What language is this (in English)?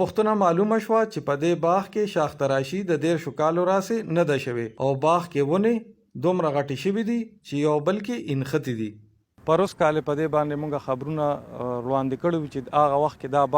Pashto